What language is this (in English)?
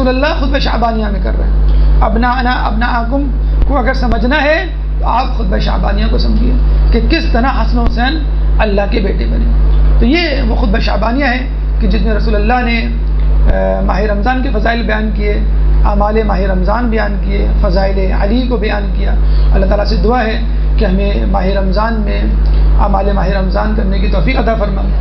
Urdu